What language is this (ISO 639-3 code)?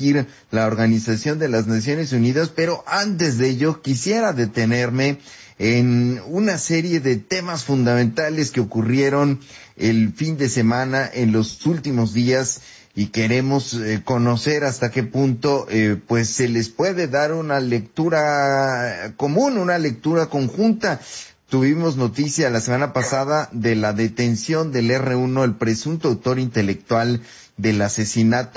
spa